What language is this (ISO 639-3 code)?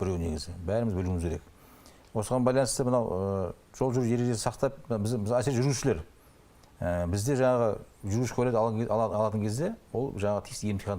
kaz